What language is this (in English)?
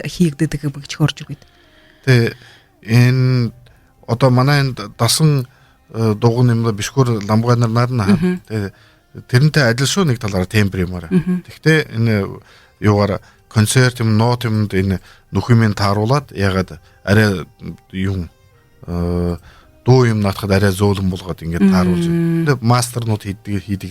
Buriat